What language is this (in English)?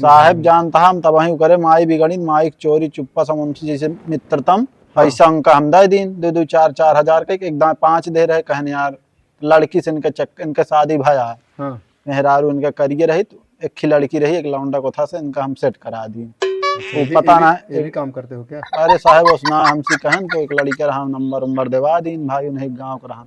Awadhi